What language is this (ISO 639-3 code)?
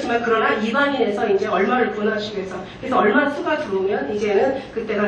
kor